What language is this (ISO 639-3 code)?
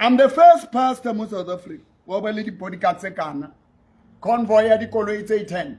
sot